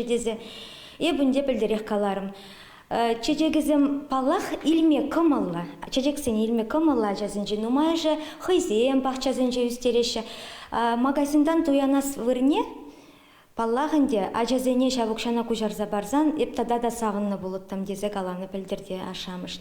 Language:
Chuvash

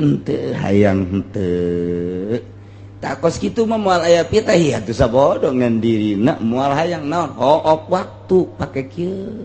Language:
Sundanese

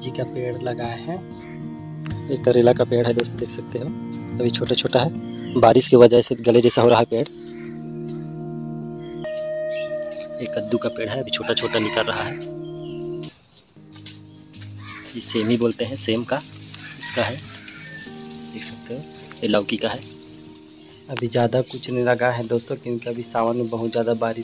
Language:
Hindi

